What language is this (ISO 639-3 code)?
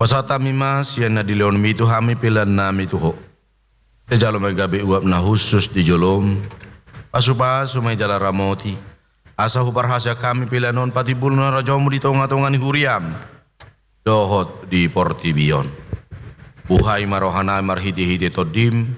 bbc